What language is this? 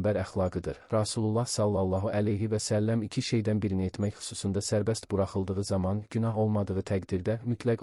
Azerbaijani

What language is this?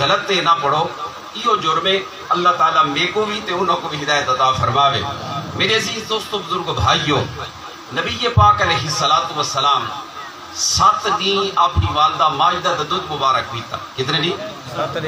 Saraiki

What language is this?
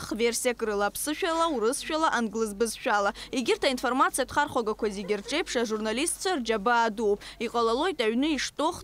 Abkhazian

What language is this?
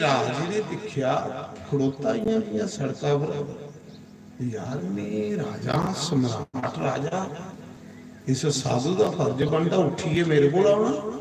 Dogri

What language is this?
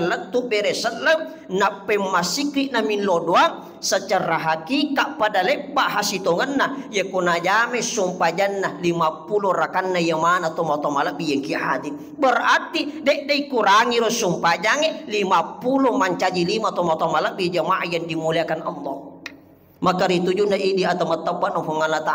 Buginese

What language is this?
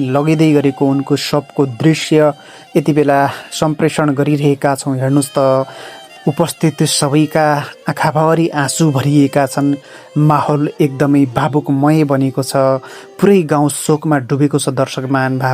Nepali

